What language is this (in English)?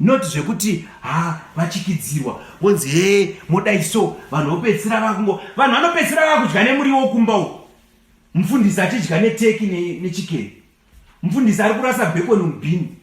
Shona